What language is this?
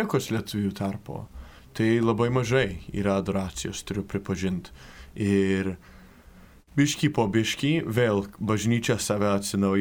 Lithuanian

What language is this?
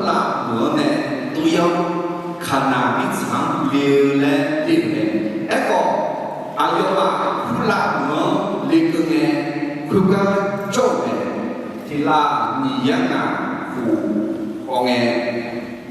Akha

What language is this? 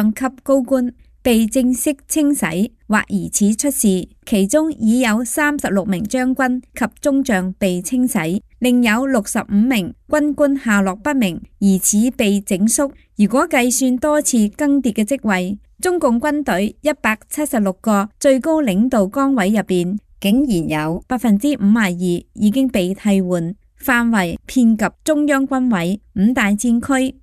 Cantonese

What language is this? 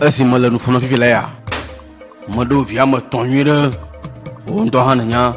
Ewe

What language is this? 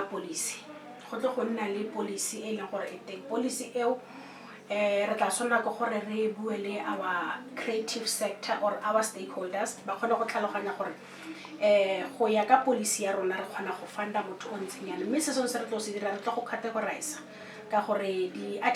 Tswana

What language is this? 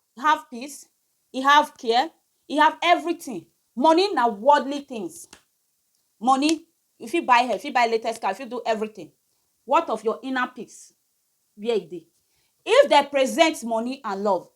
Nigerian Pidgin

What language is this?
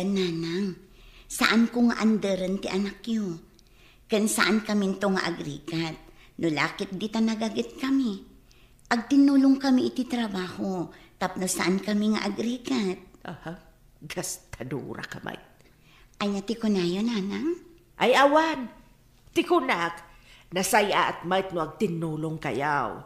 Iloko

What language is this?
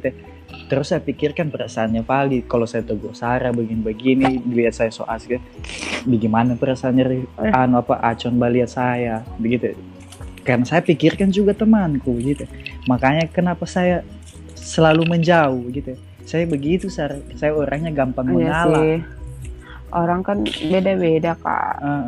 Indonesian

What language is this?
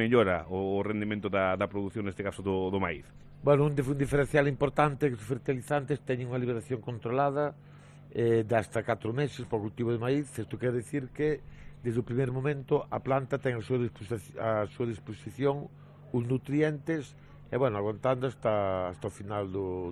Galician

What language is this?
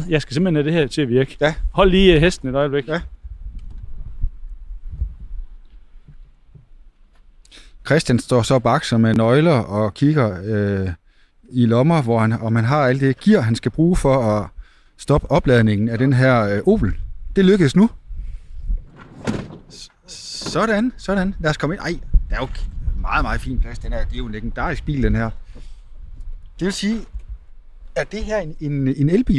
Danish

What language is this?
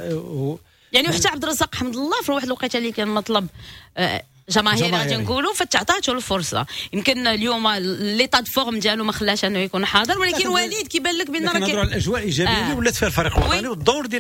Moroccan Arabic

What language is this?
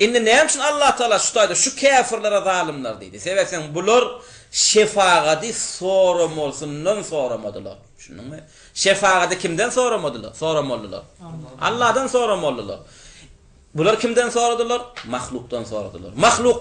Turkmen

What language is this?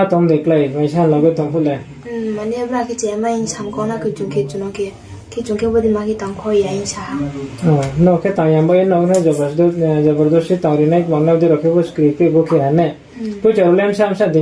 Riang (India)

